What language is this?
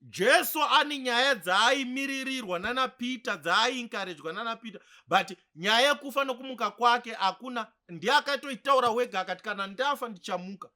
Shona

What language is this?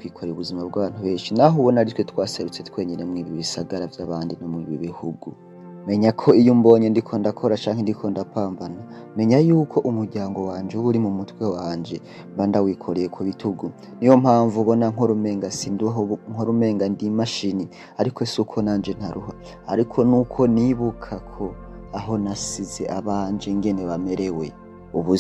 Rundi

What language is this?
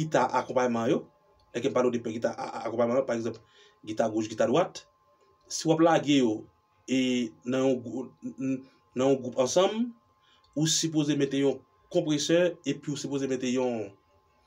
Haitian Creole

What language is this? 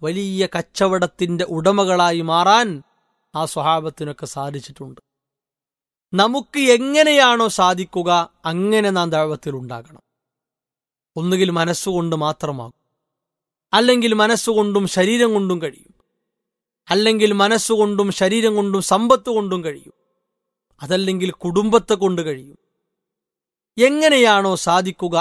Malayalam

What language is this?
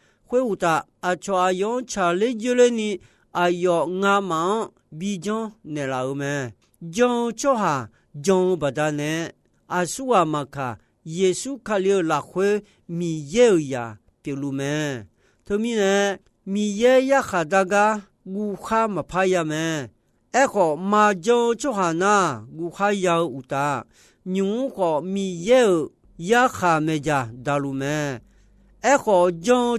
Akha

